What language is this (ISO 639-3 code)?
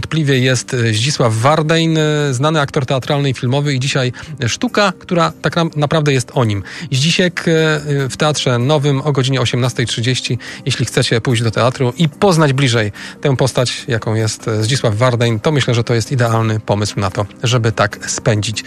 pol